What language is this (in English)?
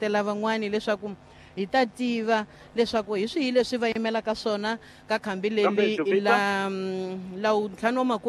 Tsonga